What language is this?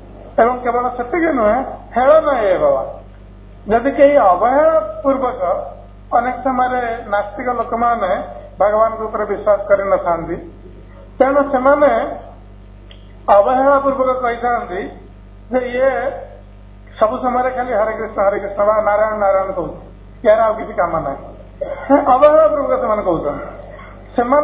Odia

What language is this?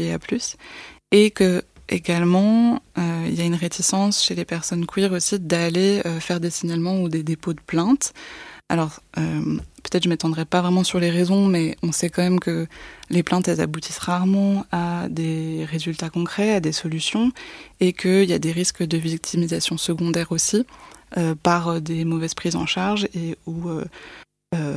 French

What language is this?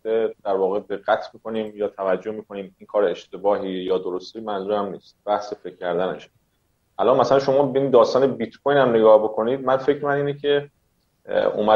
Persian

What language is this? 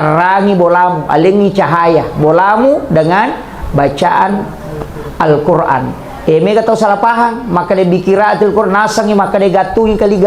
Buginese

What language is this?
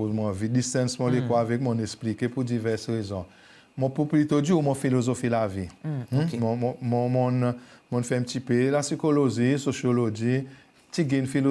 Seselwa Creole French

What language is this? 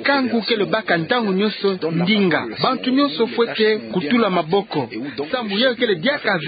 Kituba (Democratic Republic of Congo)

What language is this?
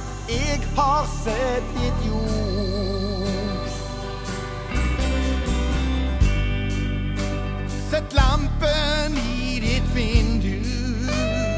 Norwegian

